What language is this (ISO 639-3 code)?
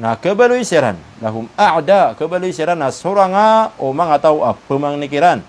mrw